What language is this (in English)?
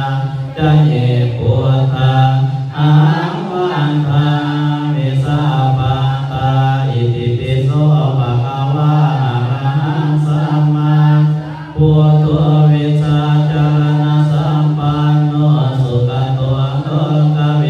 Pali